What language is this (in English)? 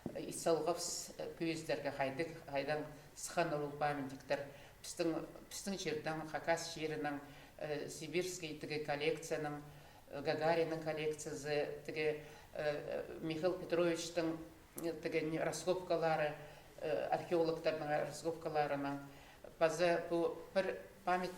Khakas